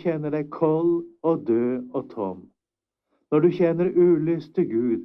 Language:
Norwegian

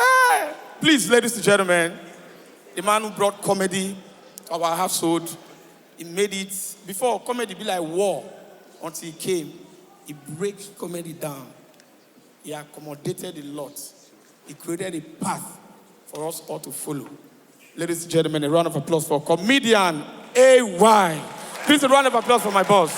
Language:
Nigerian Pidgin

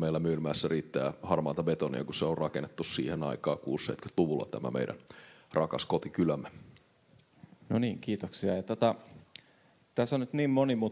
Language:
Finnish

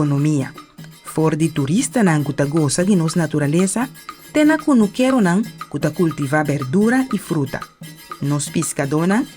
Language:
Papiamento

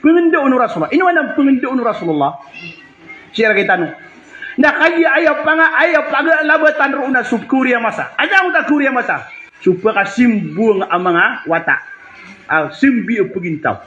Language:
Maranao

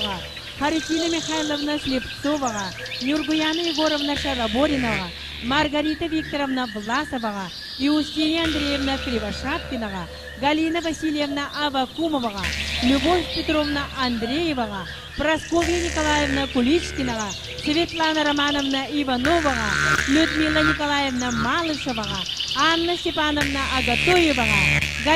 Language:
Yakut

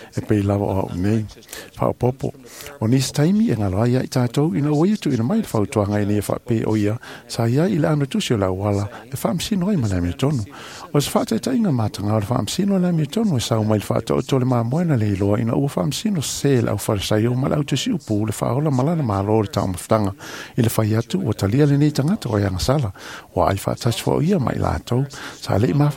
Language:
Samoan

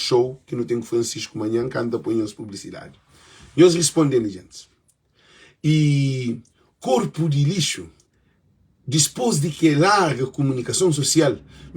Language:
Kabuverdianu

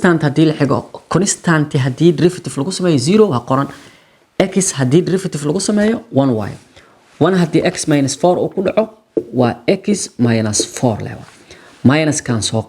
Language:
Somali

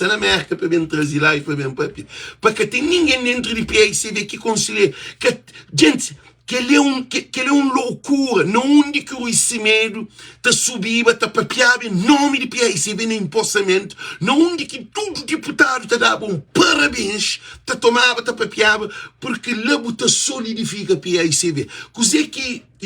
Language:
Kabuverdianu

